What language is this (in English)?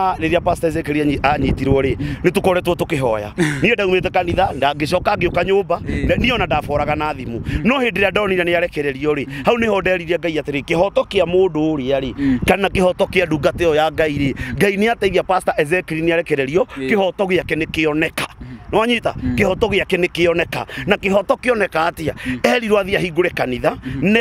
Kikuyu